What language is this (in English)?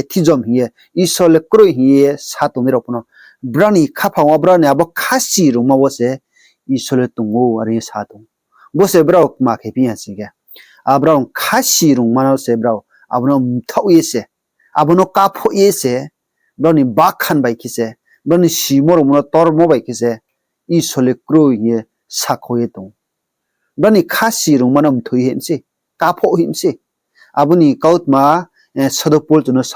Riang (India)